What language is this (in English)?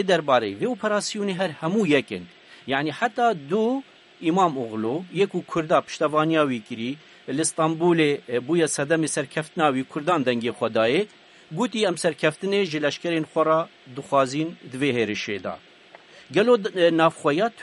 Kurdish